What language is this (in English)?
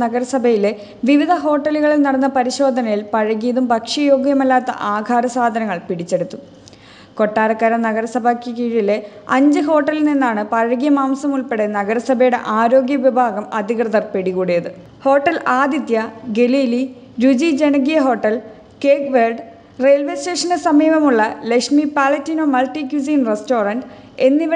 Malayalam